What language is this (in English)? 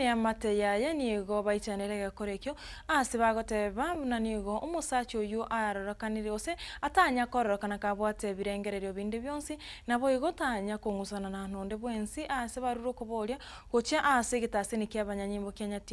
Gusii